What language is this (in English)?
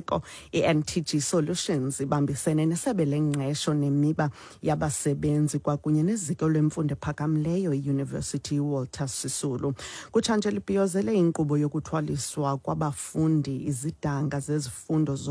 Xhosa